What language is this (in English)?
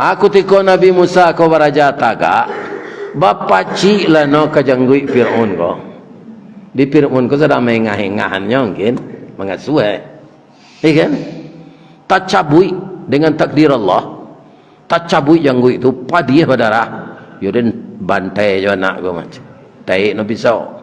Minangkabau